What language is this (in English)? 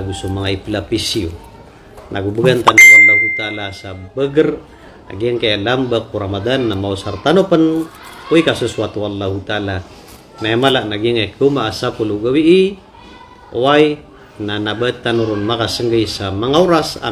Maranao